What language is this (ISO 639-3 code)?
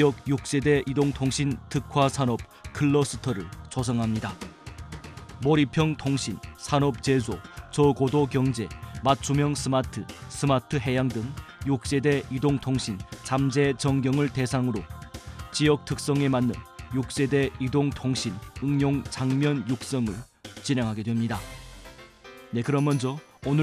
kor